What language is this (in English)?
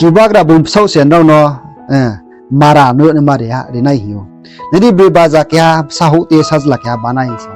Riang (India)